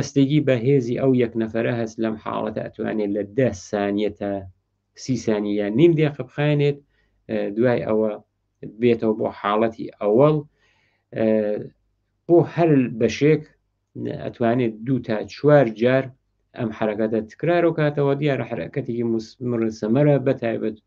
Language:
Central Kurdish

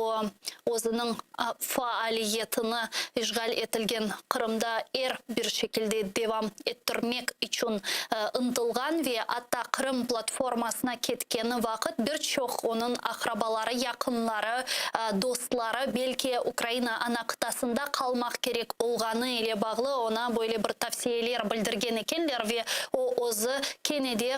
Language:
Crimean Tatar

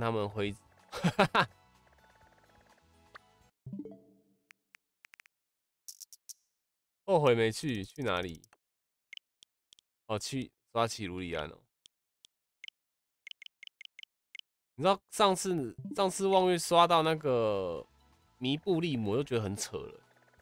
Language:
Chinese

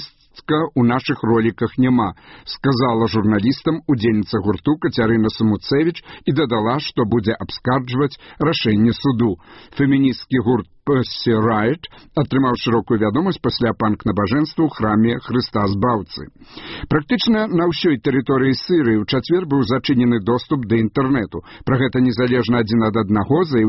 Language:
Belarusian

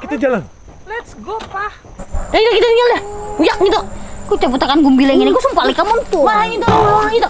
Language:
Banjar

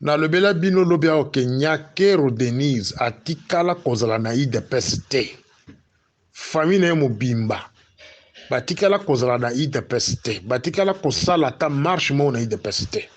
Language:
Lingala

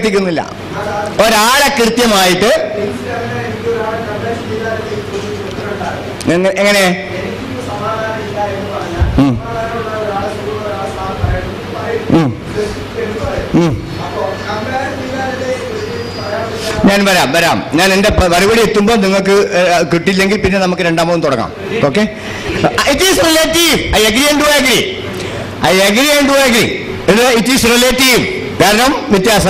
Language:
Malayalam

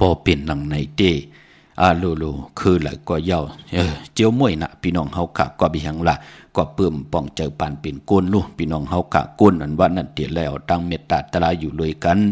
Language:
Shan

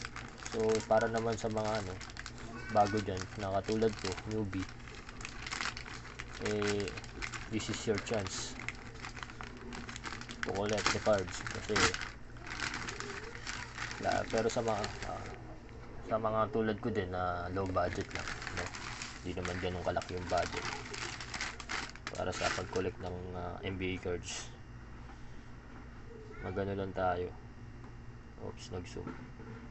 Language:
Filipino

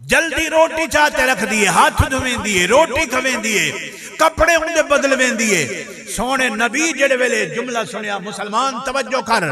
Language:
Saraiki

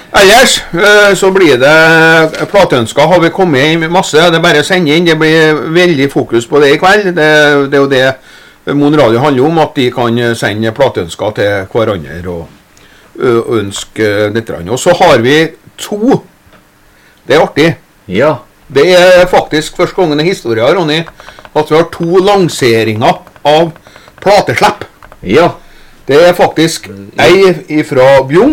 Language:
Norwegian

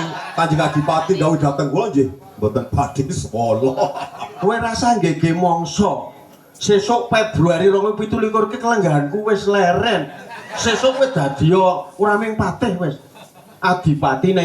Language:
Javanese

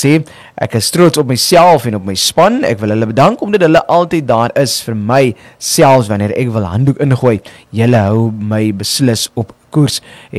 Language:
Afrikaans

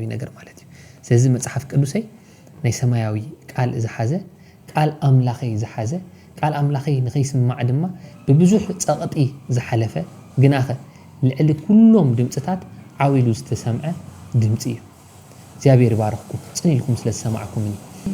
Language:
Tigrinya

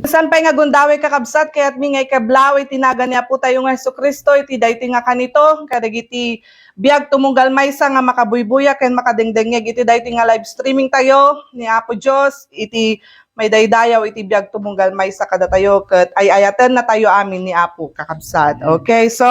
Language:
Iloko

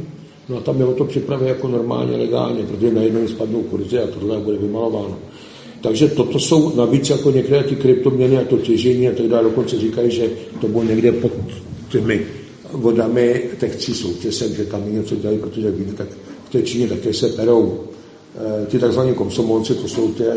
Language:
Czech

